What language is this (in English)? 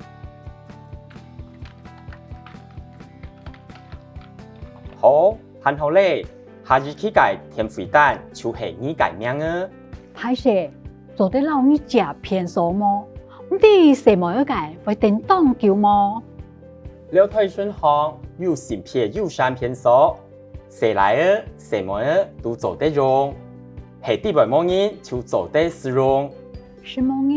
Hakka Chinese